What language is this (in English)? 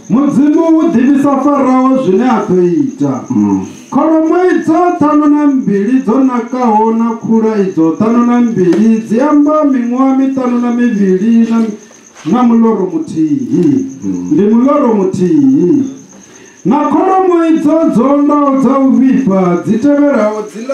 Venda